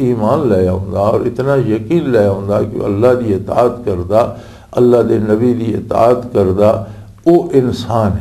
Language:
Western Panjabi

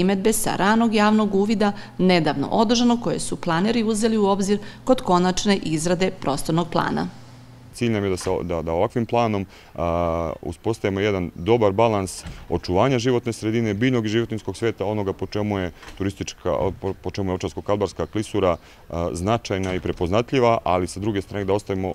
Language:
Serbian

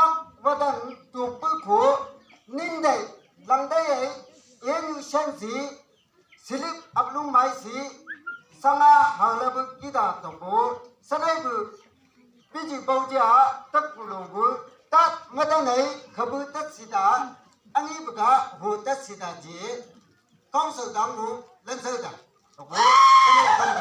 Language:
Chang Naga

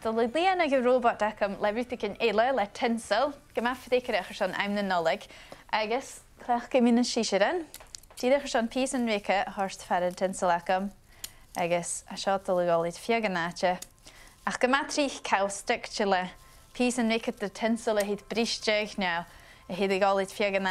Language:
Scottish Gaelic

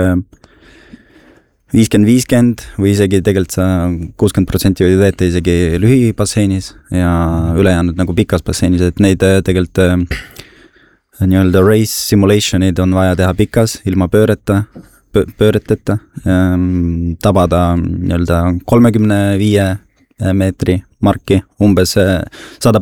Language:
Estonian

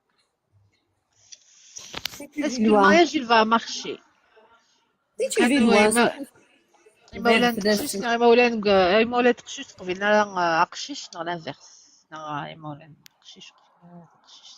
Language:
Kabyle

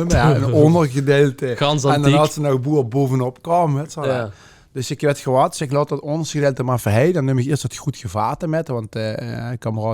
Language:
Limburgish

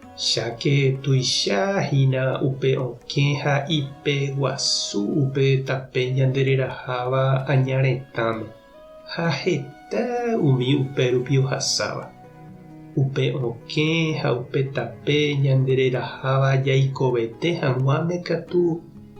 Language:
Guarani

